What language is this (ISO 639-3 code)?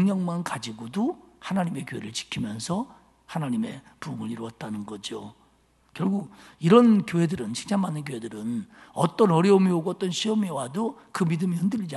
kor